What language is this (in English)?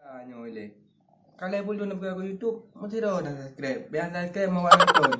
Achinese